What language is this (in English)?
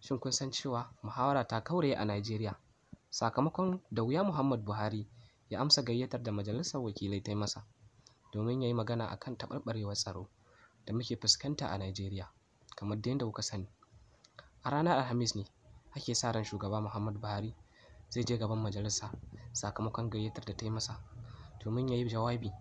Hausa